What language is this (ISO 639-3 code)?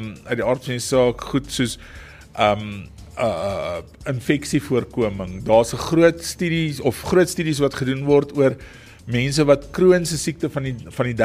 afr